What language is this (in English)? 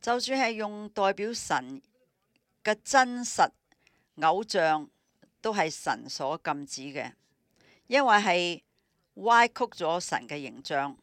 Cantonese